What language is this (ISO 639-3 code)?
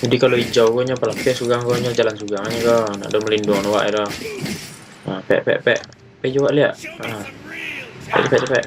min